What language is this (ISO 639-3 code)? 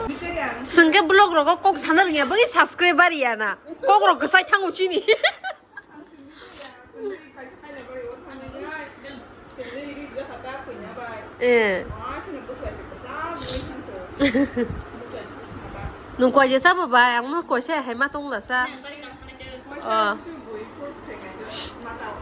trp